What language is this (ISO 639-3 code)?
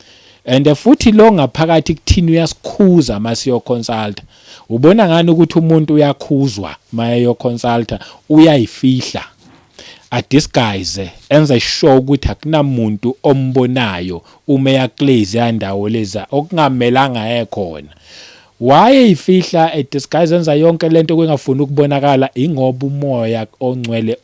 zul